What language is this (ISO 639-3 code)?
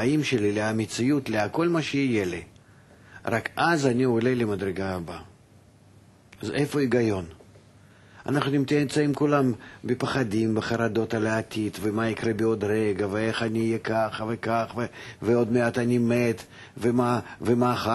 heb